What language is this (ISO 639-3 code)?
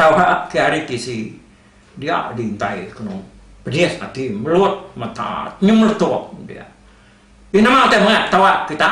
iba